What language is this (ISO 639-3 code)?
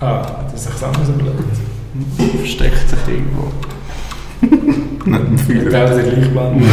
gsw